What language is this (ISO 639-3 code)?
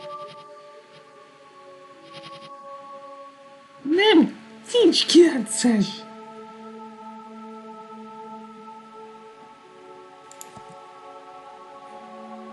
hun